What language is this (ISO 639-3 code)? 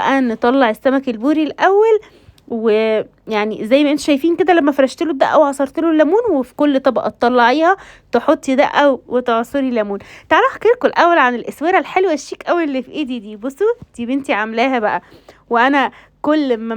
arz